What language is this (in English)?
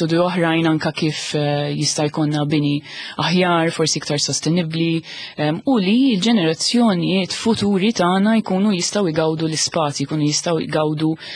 Maltese